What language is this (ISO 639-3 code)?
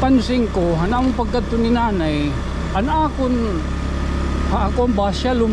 war